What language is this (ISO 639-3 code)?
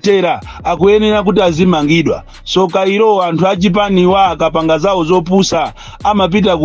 nya